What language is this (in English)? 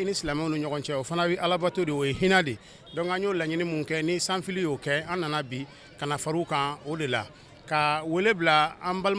Bambara